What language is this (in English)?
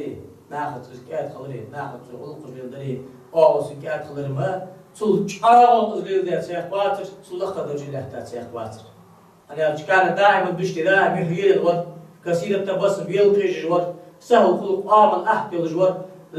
Ingush